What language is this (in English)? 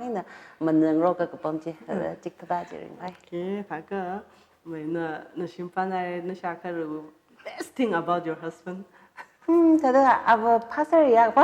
Tangkhul Naga (India)